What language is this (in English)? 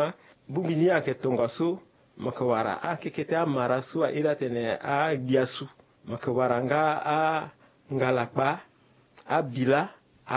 Sango